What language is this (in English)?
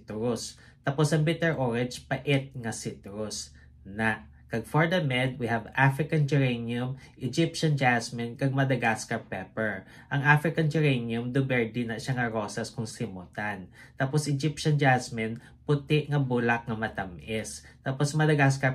Hiligaynon